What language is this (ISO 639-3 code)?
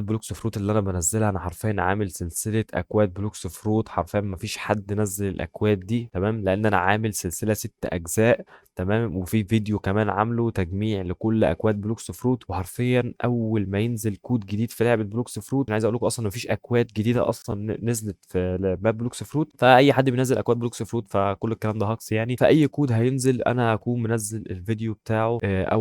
arz